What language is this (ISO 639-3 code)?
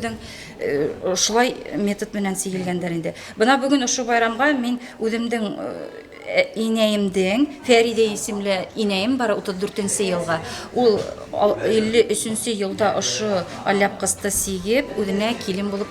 bak